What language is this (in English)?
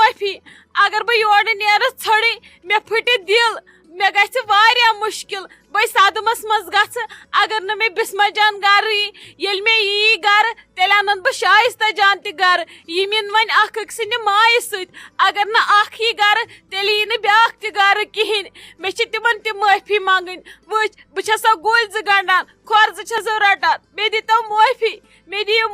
Kashmiri